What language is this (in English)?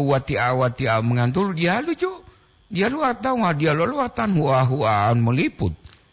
Gorontalo